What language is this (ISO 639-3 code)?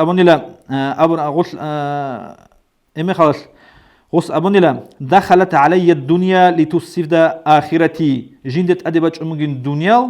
ava